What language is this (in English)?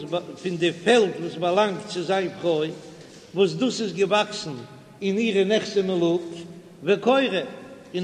Yiddish